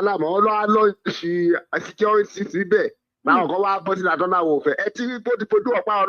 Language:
Yoruba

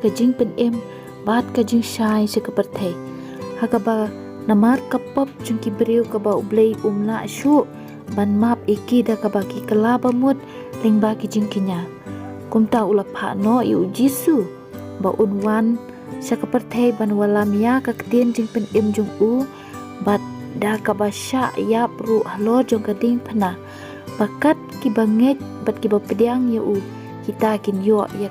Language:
Khasi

